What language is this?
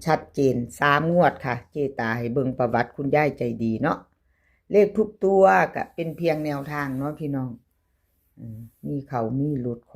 Northeastern Thai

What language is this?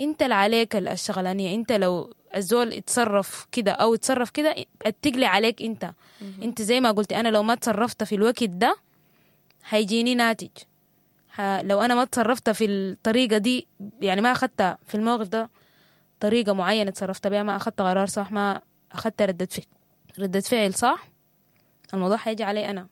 Sudanese Arabic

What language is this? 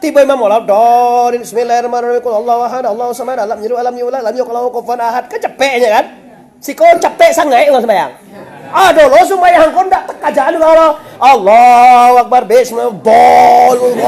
Minangkabau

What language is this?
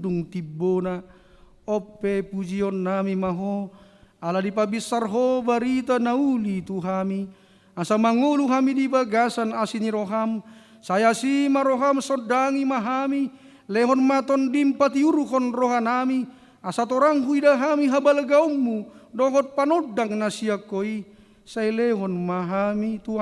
Batak Toba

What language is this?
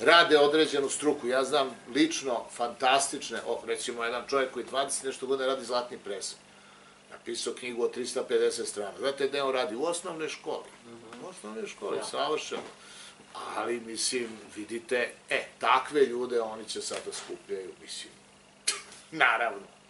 Serbian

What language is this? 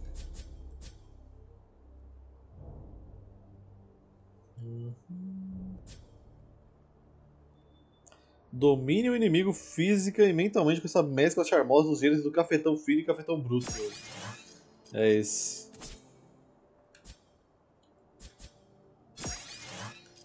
Portuguese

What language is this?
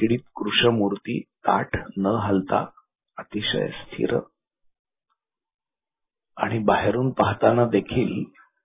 Marathi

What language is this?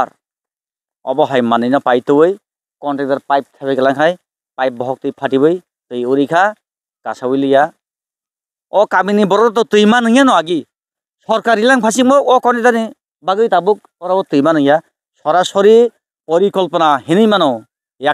Kok Borok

